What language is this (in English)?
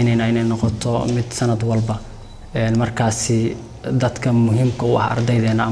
Somali